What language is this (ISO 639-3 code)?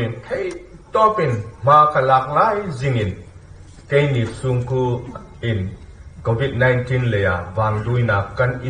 hmr